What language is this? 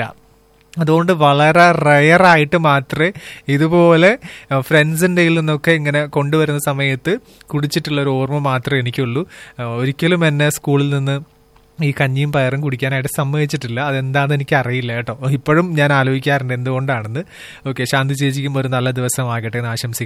Malayalam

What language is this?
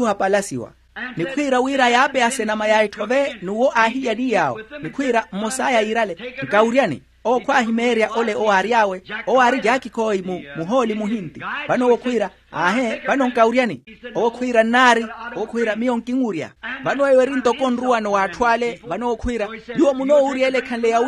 Makhuwa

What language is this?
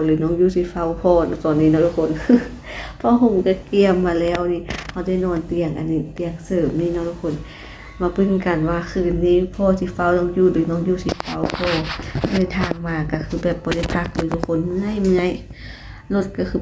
Lao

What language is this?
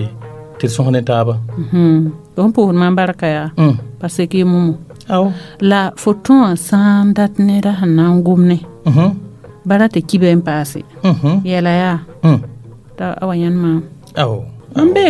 Mossi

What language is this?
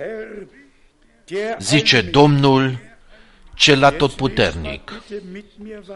Romanian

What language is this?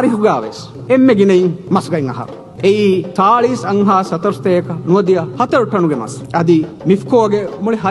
Divehi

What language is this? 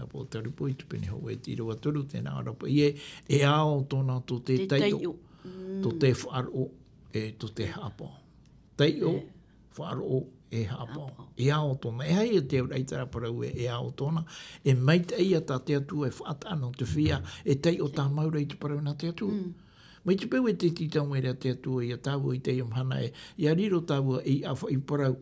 Tahitian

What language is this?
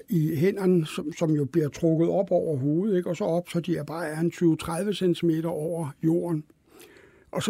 Danish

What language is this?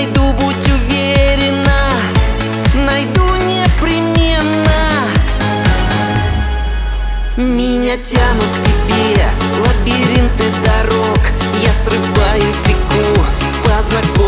Russian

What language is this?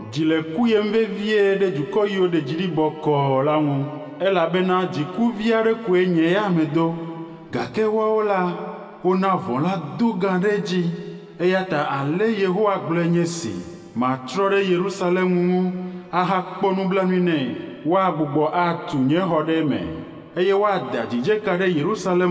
Ewe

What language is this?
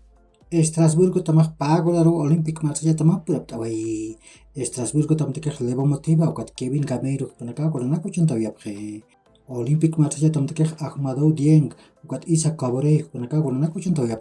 Aymara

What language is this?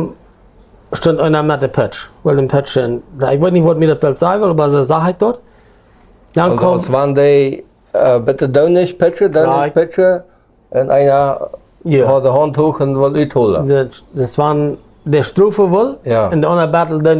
Plautdietsch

